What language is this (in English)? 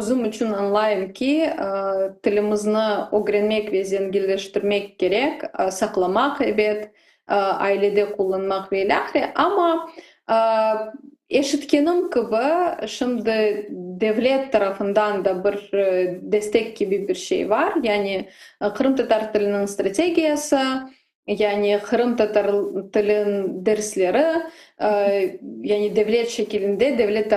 Crimean Tatar